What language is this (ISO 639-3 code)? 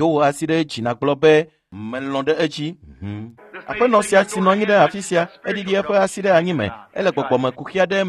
ewe